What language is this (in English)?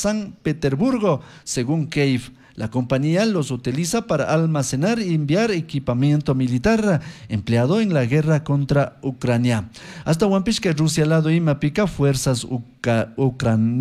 Chimborazo Highland Quichua